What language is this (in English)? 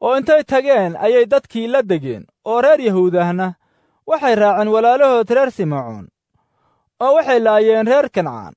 Somali